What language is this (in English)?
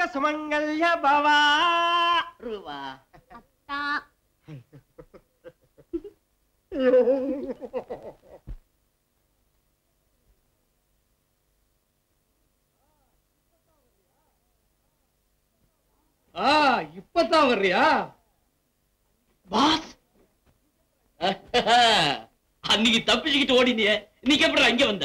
Tamil